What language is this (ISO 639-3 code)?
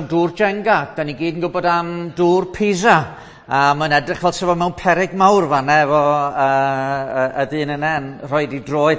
cym